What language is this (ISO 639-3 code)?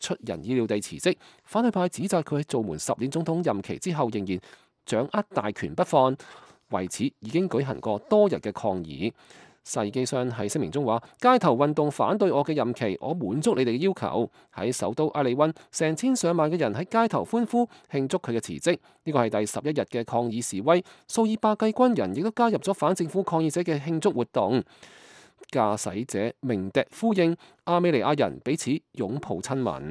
yue